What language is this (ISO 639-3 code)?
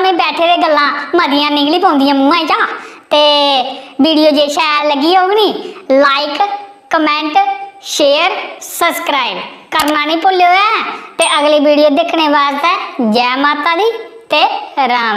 doi